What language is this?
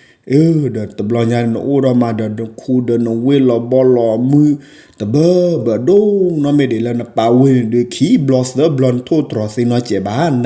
S'gaw Karen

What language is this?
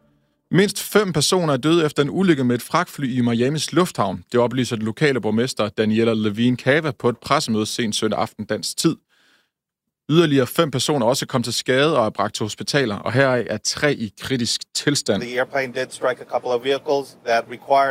Danish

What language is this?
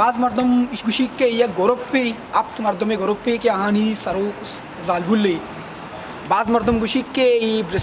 Baluchi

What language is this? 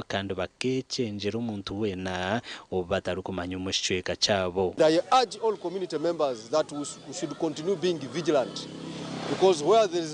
Nyankole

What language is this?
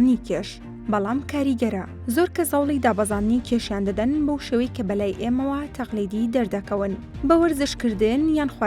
Central Kurdish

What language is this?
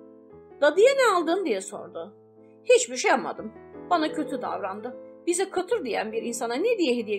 Turkish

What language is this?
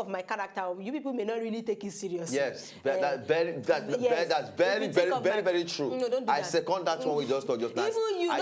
Nigerian Pidgin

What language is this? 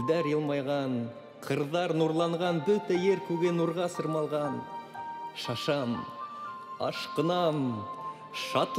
Bashkir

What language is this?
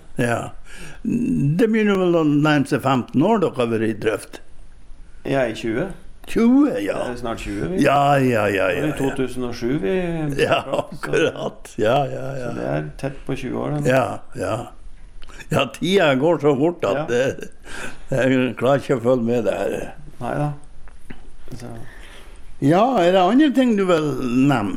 Norwegian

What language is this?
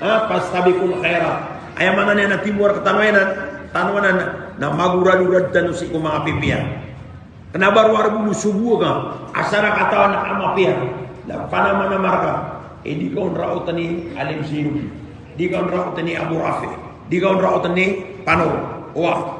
Maranao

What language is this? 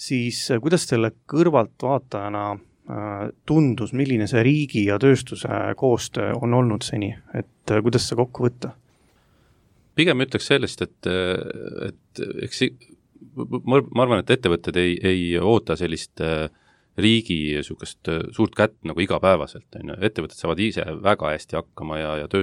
Estonian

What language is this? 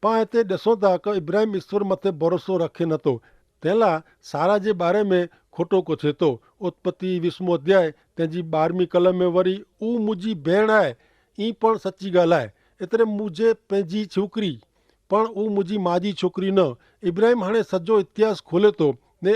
Kachhi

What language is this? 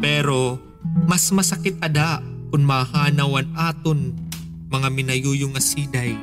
Waray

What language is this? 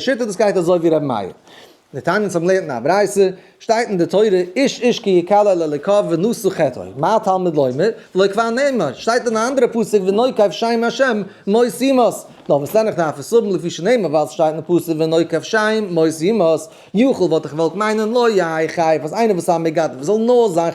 Yiddish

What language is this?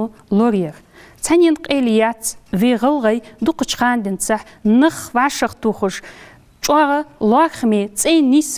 Ingush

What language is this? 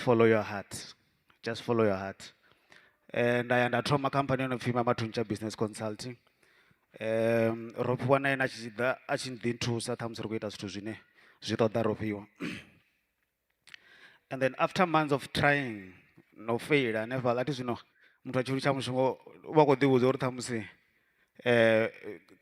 Venda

